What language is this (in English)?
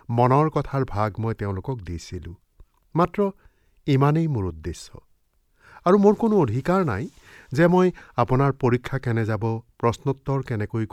Assamese